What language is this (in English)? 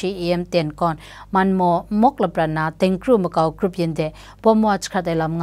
Kachin